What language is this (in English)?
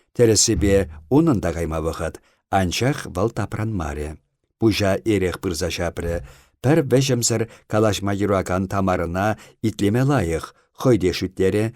Chuvash